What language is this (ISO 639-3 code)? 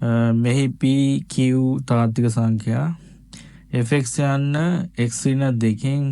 sin